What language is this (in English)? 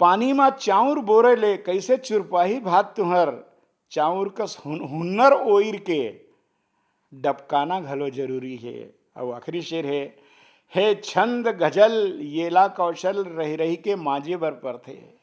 Chhattisgarhi